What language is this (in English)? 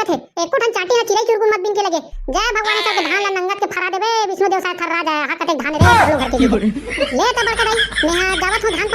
Chhattisgarhi